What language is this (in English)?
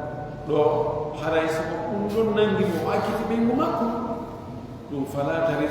Pular